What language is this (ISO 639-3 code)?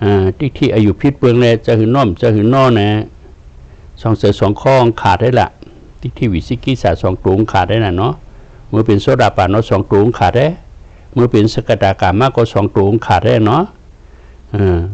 shn